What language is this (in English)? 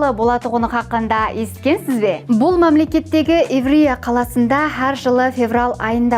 Kara-Kalpak